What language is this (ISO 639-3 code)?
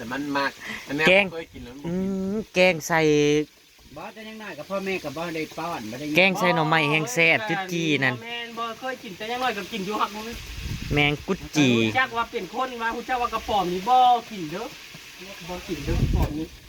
tts